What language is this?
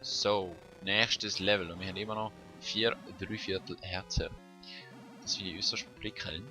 Swiss German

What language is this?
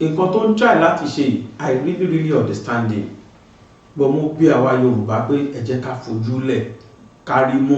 Yoruba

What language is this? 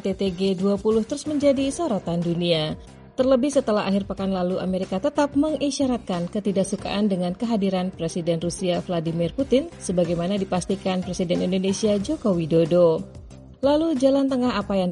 Indonesian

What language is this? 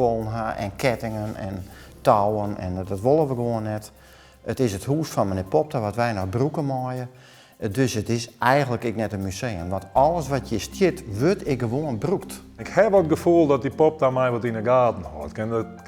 Western Frisian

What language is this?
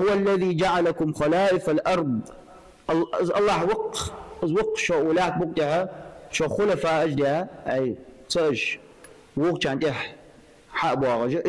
Ingush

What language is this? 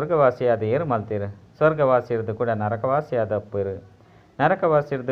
Tulu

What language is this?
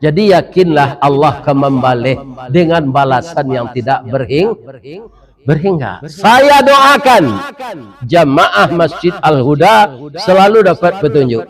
Minangkabau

